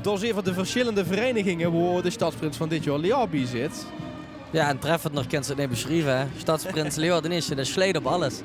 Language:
Limburgish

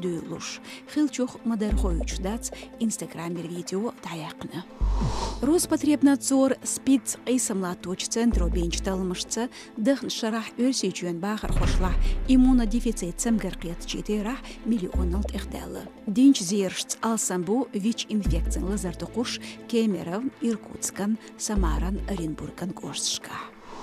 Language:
Chechen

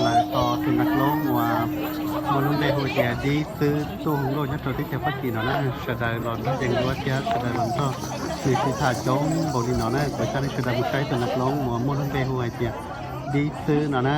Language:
Hmong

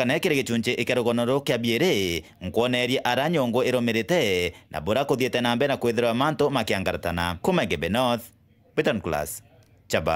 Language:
Meru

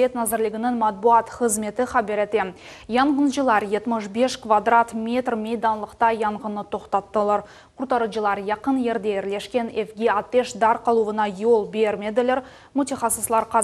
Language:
Crimean Tatar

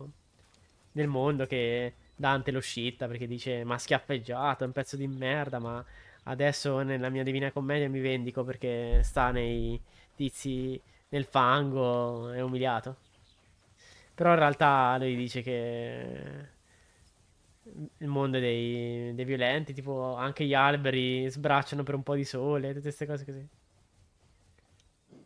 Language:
Italian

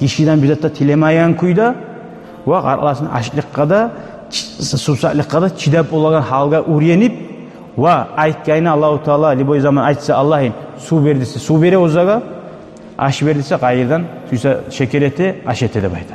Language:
Kumyk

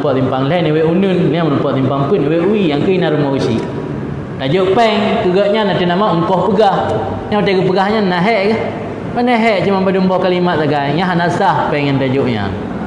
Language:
Achinese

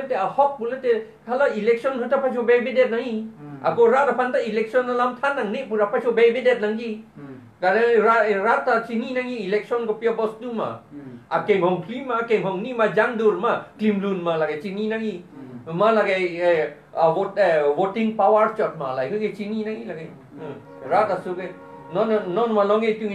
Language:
Karbi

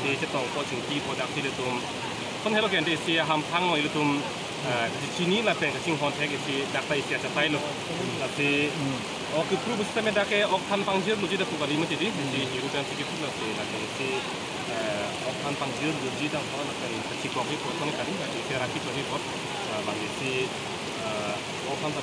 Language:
Karbi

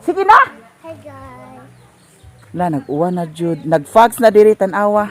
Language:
Cebuano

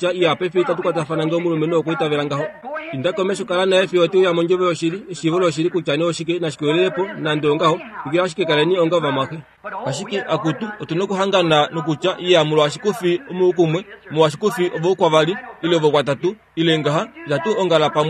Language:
Kuanyama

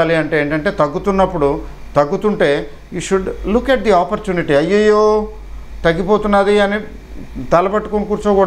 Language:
Telugu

